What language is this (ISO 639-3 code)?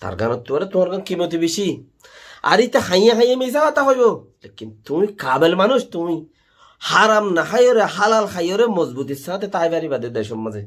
rhg